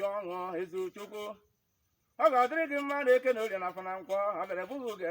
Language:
Igbo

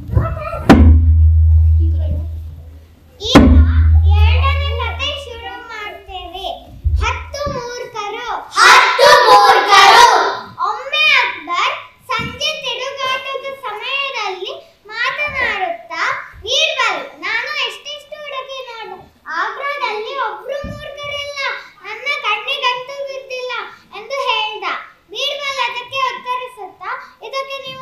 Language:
Kannada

